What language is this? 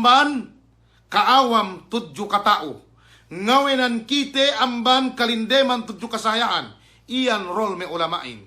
Yakan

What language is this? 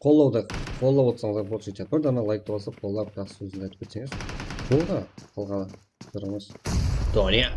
Kara-Kalpak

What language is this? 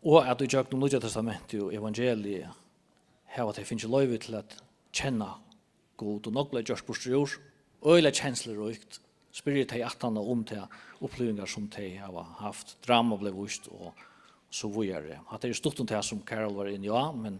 Faroese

